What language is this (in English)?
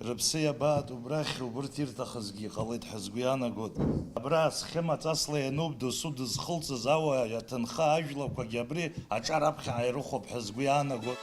Abkhazian